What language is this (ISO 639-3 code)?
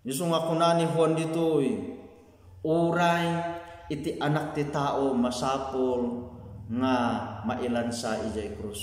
ilo